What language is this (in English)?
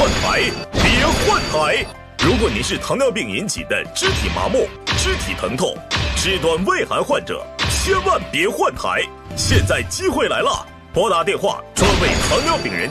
Chinese